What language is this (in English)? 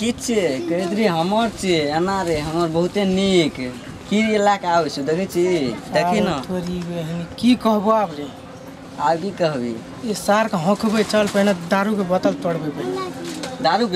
Maithili